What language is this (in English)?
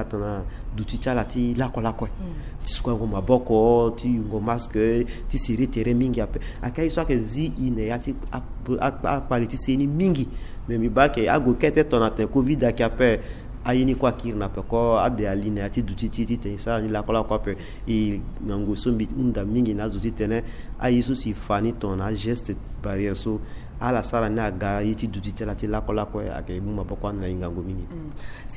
Sango